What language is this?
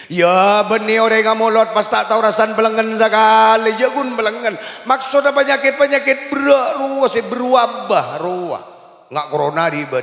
Madurese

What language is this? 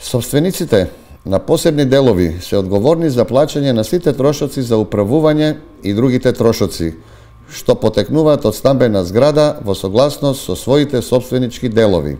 Macedonian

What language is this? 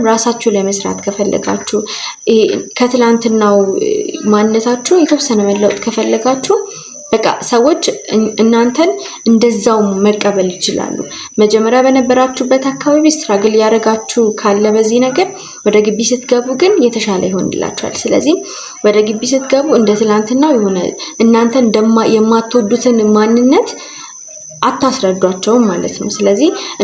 Amharic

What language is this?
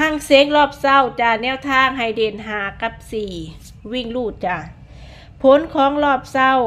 Lao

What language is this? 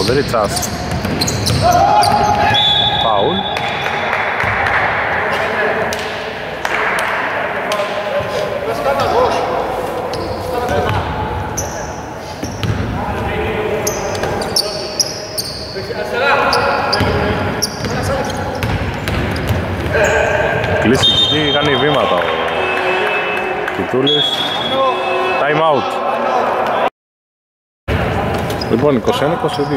Greek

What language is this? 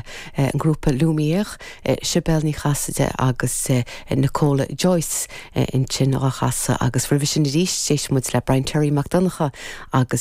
Irish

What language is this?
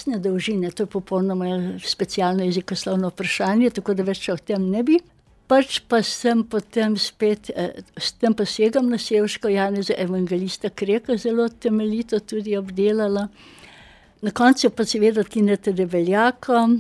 Slovenian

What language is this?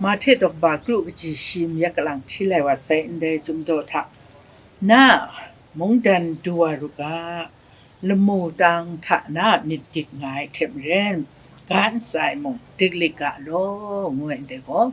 Kachin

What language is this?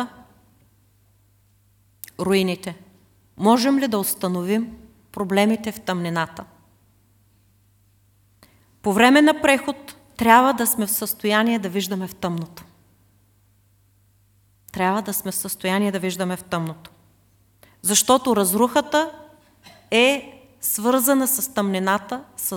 Bulgarian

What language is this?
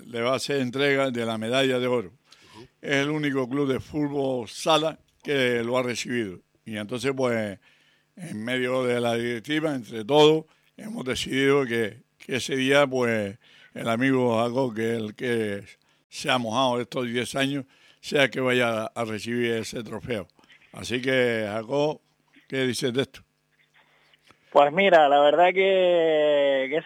Spanish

